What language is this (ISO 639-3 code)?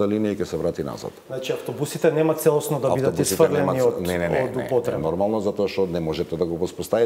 mkd